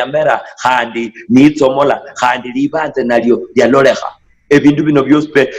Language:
Luyia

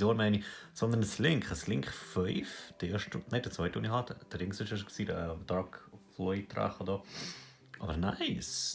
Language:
Swiss German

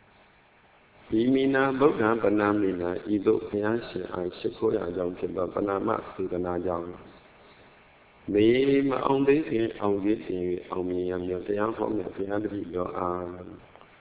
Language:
Burmese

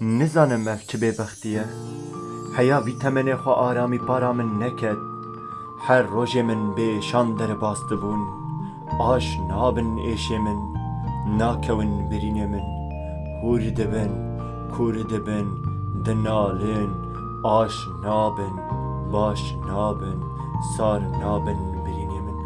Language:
Kurdish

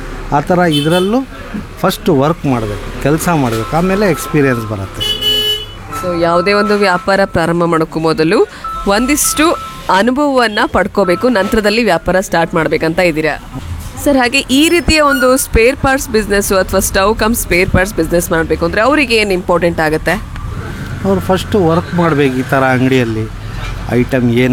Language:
Kannada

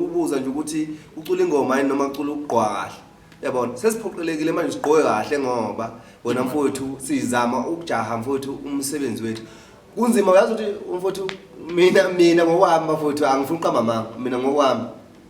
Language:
Zulu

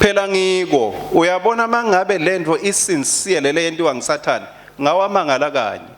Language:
Swati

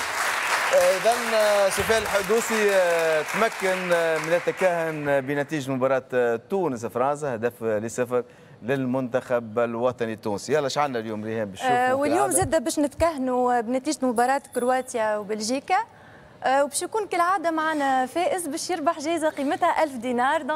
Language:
Tunisian Arabic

